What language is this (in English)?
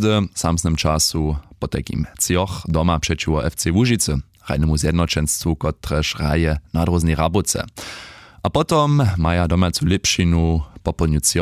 Upper Sorbian